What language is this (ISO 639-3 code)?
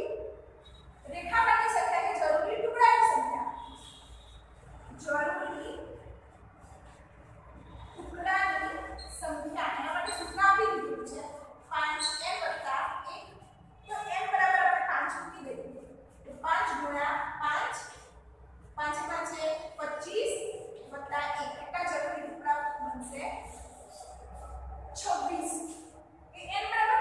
guj